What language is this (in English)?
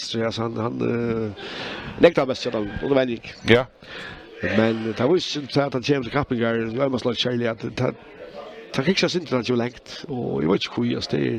Faroese